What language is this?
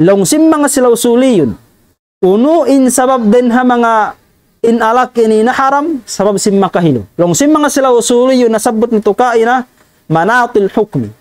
Tausug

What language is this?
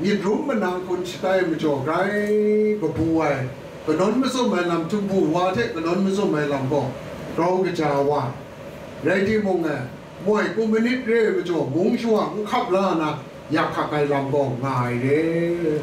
Kachin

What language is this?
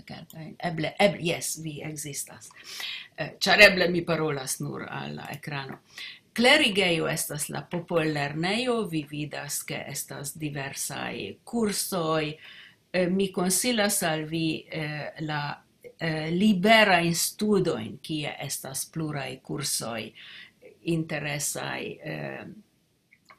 Esperanto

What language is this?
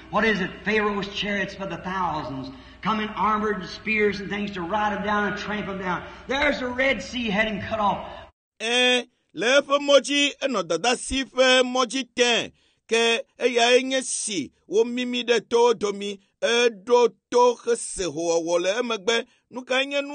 Ewe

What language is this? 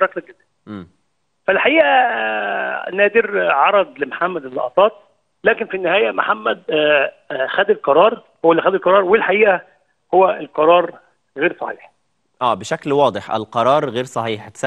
Egyptian Arabic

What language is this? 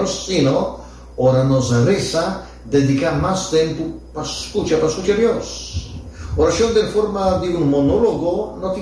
Papiamento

